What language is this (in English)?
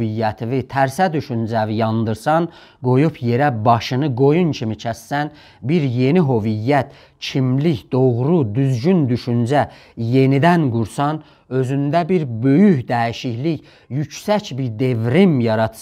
South Azerbaijani